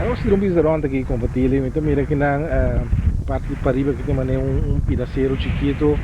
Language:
Papiamento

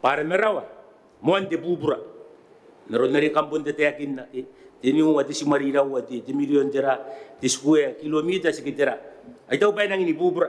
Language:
Gilbertese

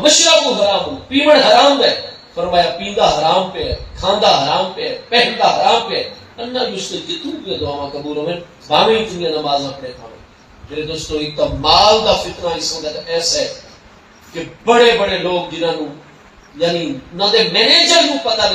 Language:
Saraiki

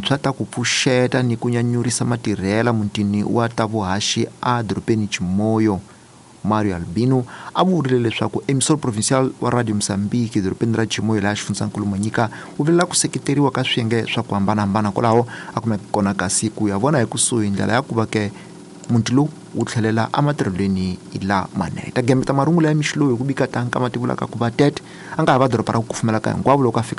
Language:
Tsonga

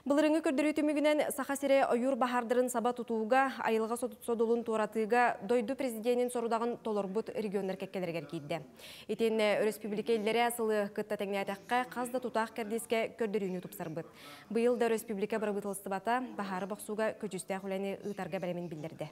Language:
Yakut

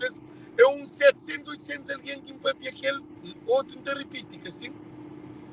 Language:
Kabuverdianu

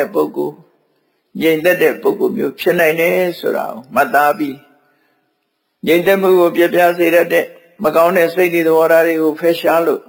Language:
Burmese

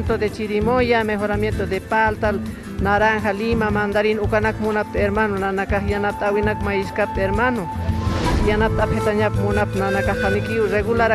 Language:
Aymara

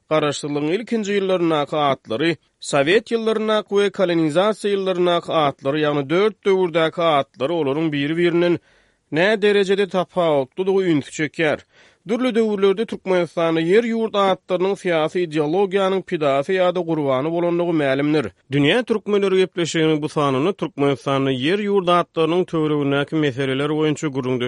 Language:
Turkmen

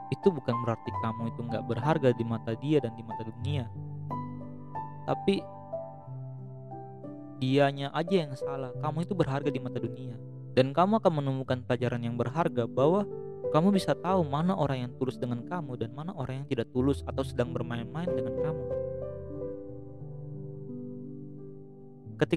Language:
Indonesian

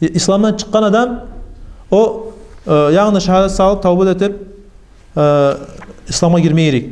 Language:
Kumyk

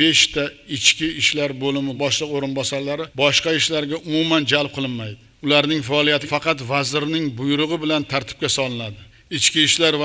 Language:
Uzbek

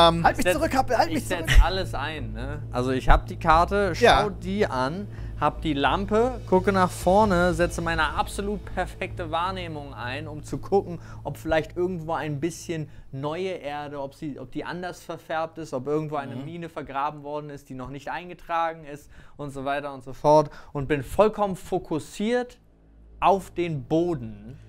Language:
German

